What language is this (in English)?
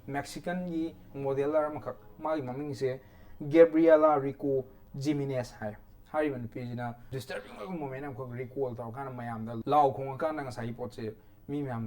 Manipuri